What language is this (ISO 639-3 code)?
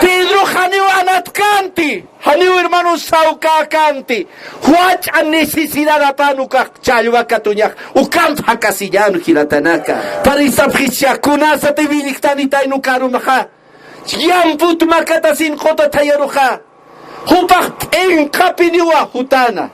aym